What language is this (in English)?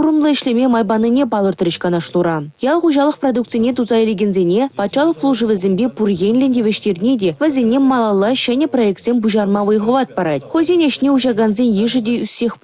Chuvash